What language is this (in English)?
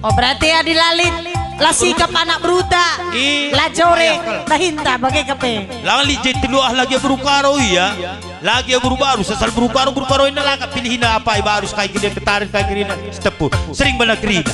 Batak Karo